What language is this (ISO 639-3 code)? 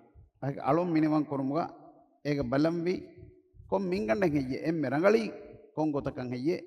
div